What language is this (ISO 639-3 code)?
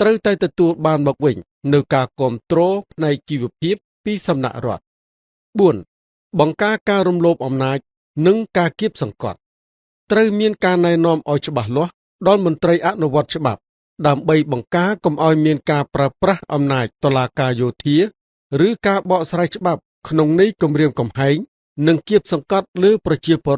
khm